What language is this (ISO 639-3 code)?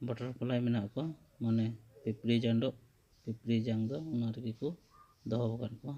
sat